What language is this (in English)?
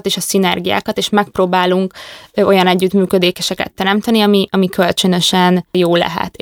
Hungarian